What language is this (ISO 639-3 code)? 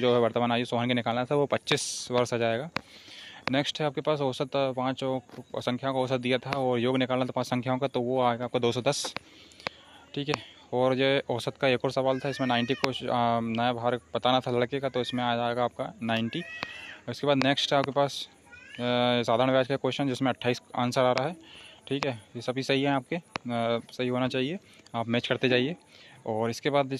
hin